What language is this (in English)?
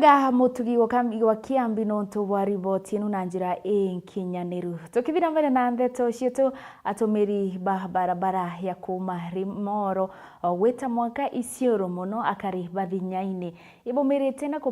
Meru